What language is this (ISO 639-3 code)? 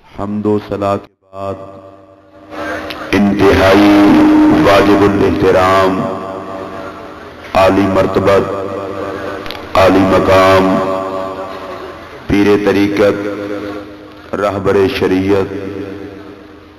urd